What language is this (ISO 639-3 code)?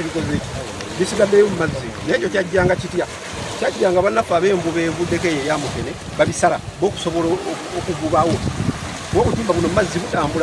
lug